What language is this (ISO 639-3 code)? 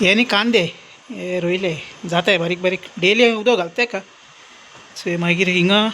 kok